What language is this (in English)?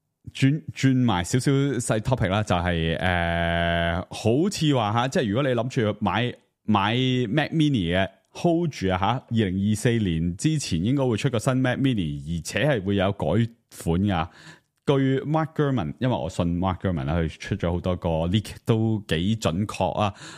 Cantonese